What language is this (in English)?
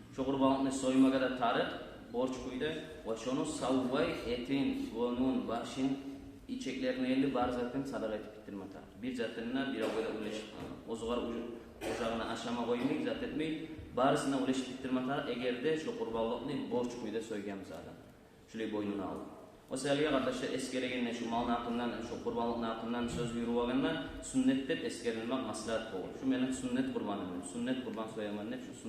Kumyk